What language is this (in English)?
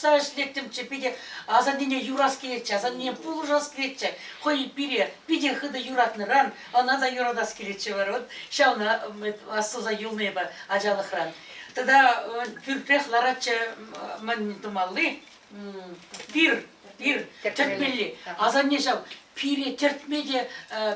Chuvash